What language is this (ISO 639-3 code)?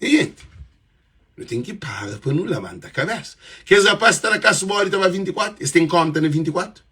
kea